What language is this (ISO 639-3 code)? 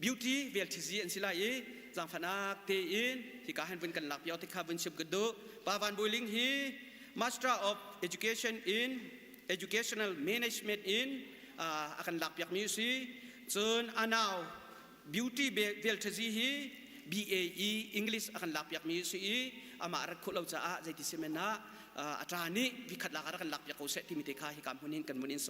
cnh